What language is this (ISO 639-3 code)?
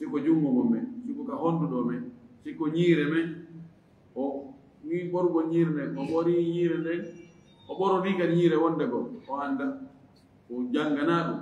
ful